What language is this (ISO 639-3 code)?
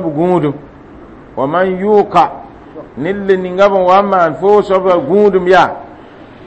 mos